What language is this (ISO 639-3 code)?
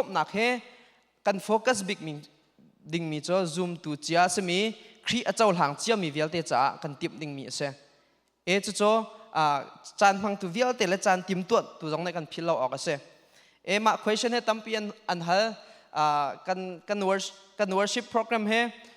cnh